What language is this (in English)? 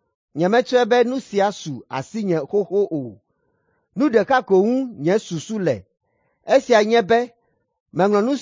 Ewe